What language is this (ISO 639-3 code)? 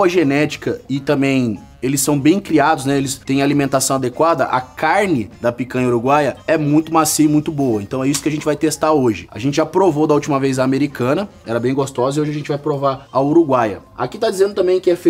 por